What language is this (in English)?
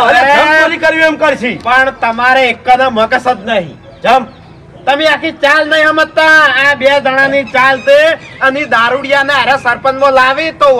Gujarati